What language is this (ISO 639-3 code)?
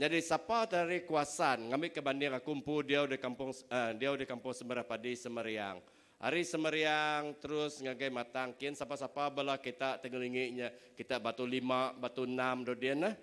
iba